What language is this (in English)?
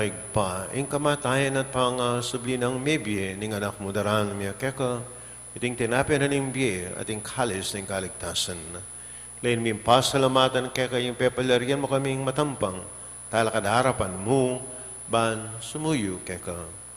Pampanga